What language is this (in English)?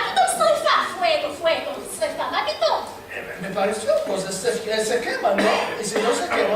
Ladino